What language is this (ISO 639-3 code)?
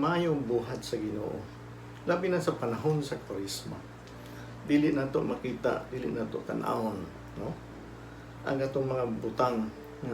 ceb